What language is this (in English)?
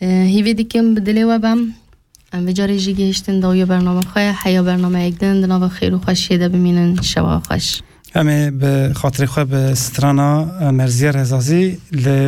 Kurdish